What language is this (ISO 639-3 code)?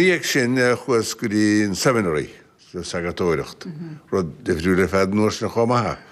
gle